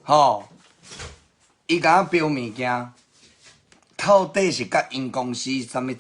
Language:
Min Nan Chinese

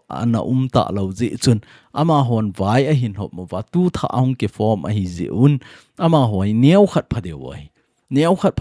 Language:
Thado Chin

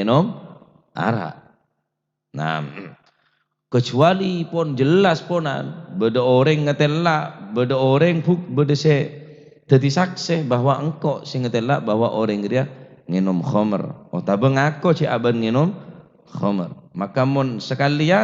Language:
Madurese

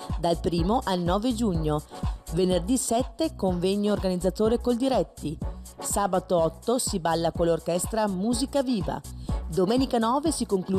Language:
Italian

